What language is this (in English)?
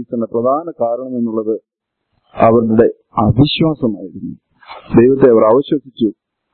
Malayalam